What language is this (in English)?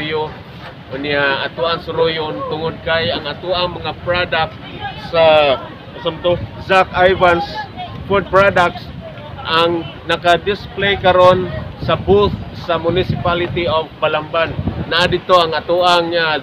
Cebuano